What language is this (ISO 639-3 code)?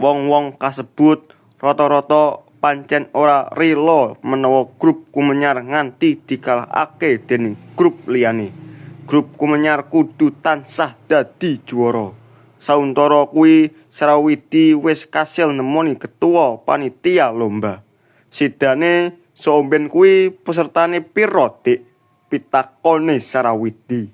jav